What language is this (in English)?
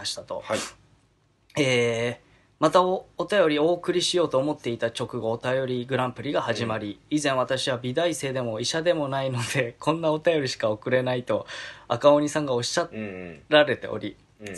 Japanese